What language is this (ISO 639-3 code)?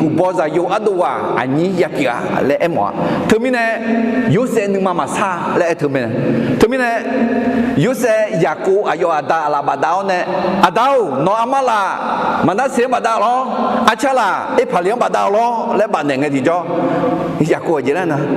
ahk